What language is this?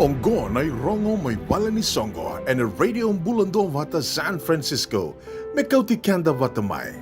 Fijian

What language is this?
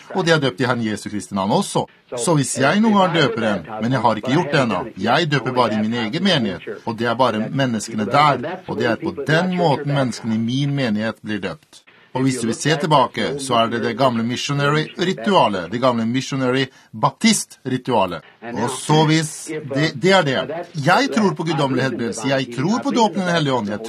Norwegian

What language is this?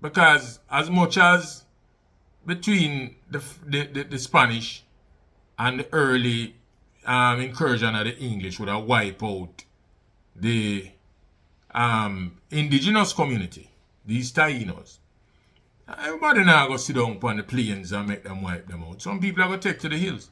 Jamaican Creole English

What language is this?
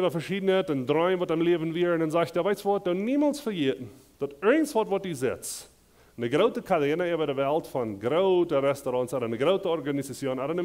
Plautdietsch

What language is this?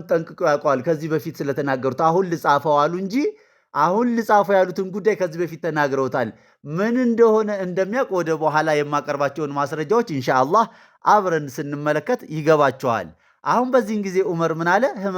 Amharic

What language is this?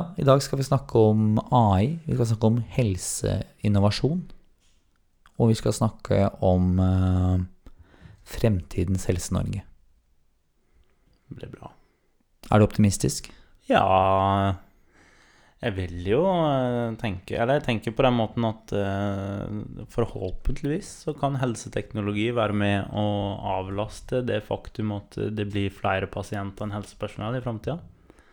Norwegian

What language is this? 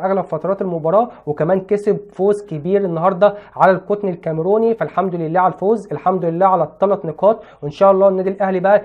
Egyptian Arabic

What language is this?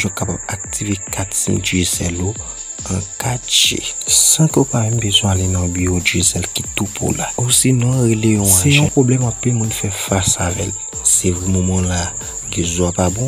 Haitian Creole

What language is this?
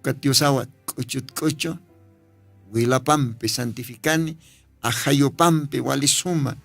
Aymara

